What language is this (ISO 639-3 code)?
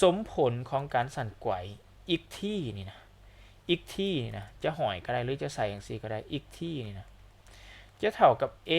lao